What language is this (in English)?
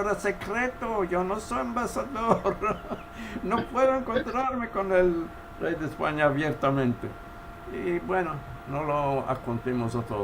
Ladino